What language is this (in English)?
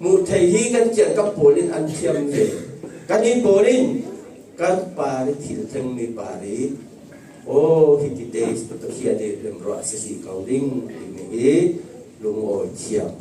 Falam Chin